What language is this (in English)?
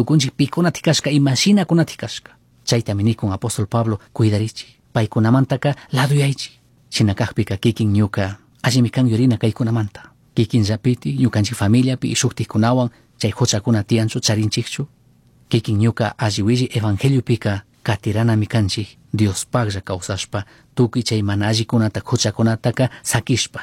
Chimborazo Highland Quichua